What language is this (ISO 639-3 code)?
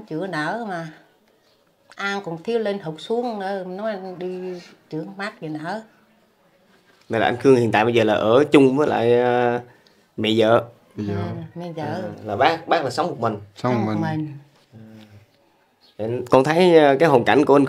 vie